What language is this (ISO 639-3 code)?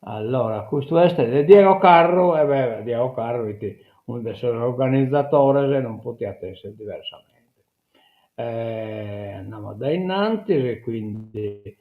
srd